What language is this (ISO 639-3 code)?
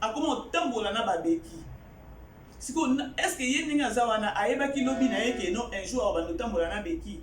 lin